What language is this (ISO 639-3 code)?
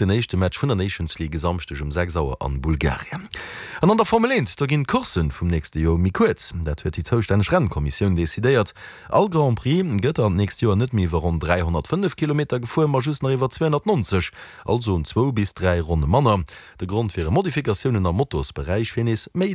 ltz